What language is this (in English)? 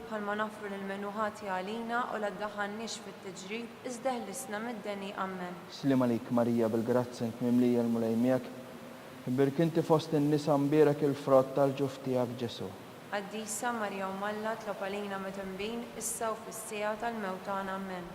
Maltese